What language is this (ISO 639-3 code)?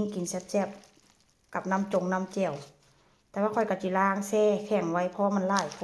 tts